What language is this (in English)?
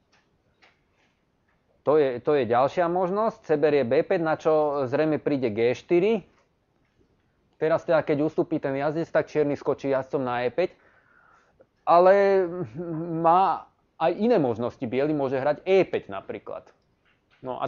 Slovak